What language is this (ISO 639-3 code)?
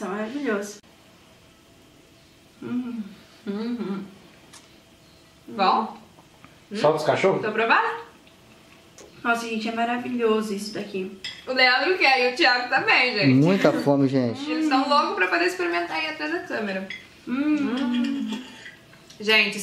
por